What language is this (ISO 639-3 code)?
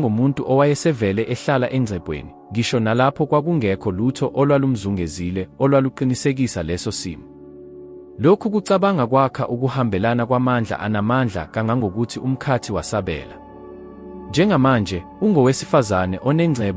zul